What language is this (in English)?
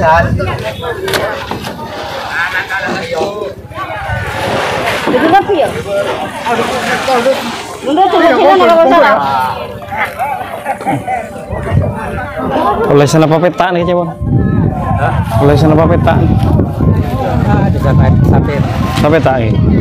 Indonesian